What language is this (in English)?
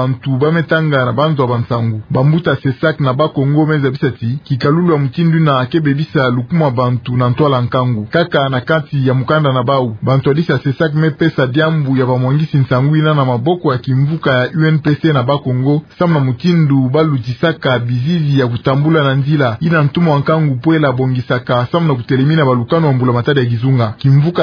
Kituba (Democratic Republic of Congo)